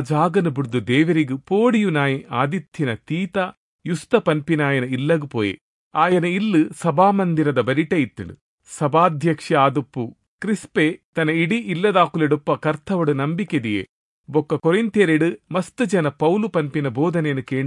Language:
Tulu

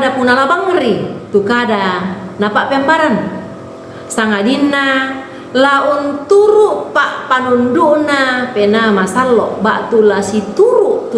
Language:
Toraja-Sa'dan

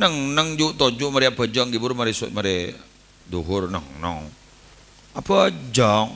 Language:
Madurese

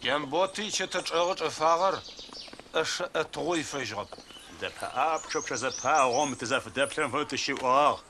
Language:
Adyghe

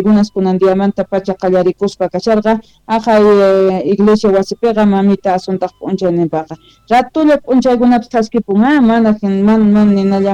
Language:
South Bolivian Quechua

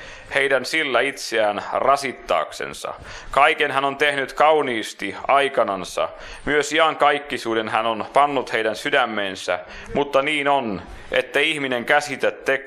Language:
Finnish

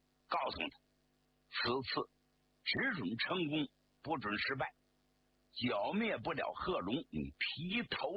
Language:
Chinese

